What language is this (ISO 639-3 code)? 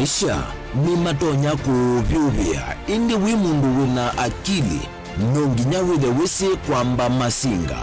kam